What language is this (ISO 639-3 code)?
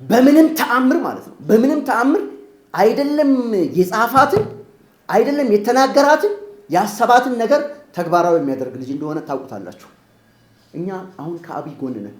amh